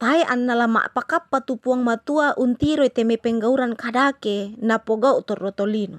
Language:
Toraja-Sa'dan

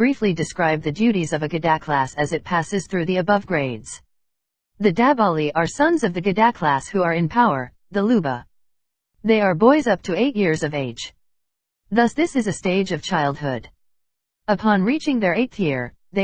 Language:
English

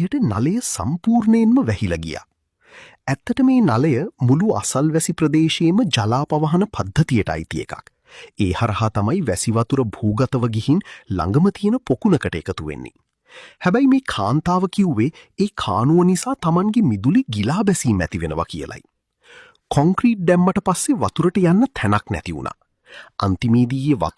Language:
Sinhala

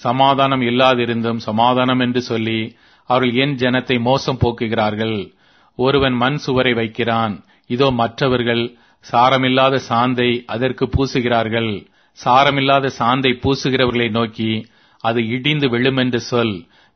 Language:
Tamil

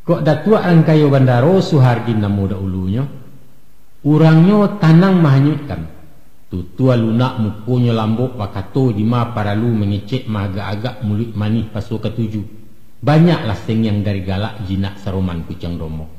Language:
Minangkabau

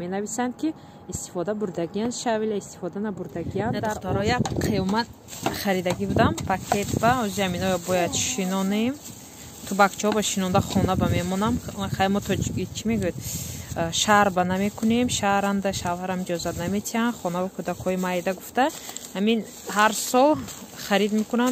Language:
Tajik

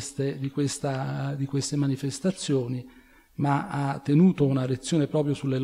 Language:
Italian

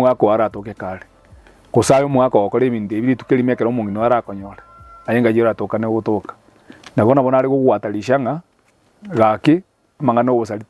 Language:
Gusii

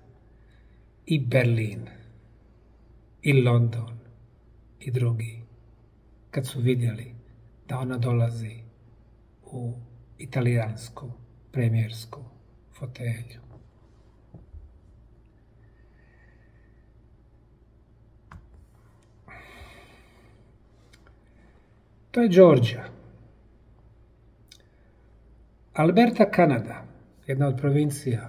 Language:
Bosnian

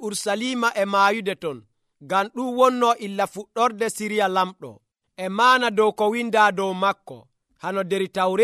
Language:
Nigerian Fulfulde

